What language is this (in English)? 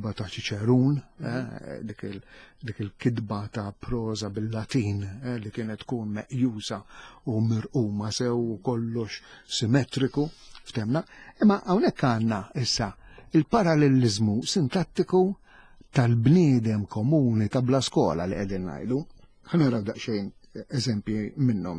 Maltese